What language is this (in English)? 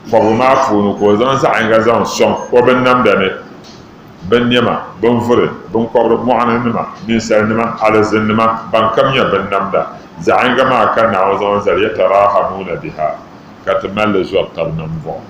Dagbani